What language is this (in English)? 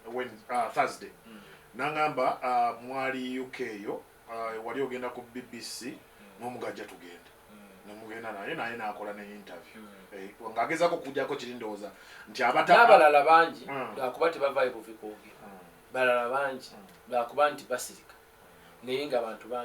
Ganda